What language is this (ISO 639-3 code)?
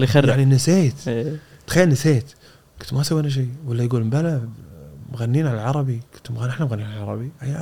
afb